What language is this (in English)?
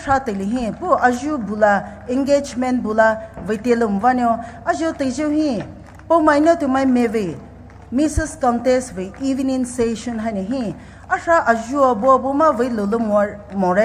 Poumei Naga